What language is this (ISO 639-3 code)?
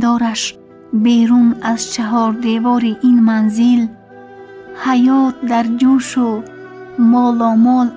tgk